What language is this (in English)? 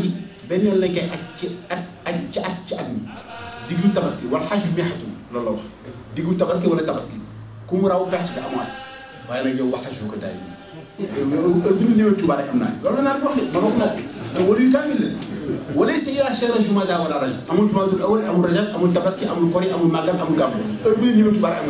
Wolof